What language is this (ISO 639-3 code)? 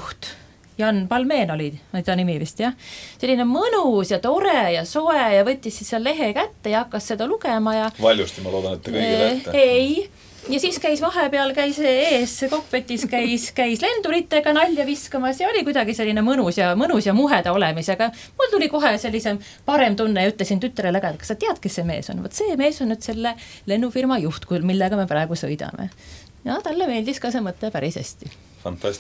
est